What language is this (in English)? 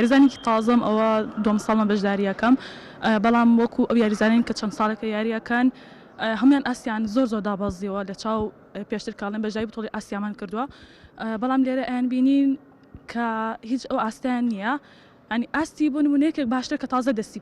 Central Kurdish